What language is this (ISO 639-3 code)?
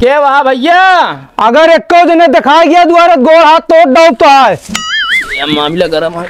awa